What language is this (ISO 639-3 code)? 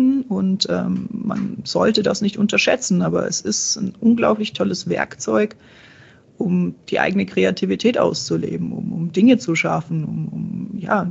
deu